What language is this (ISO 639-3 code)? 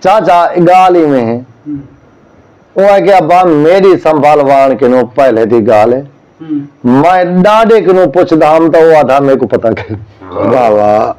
skr